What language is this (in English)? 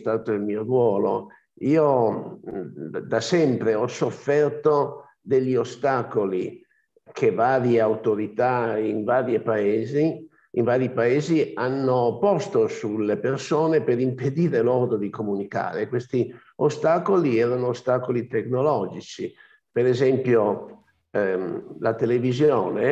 Italian